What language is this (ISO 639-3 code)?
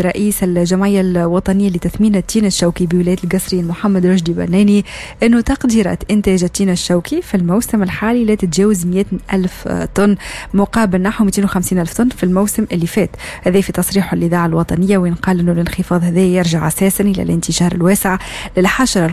aeb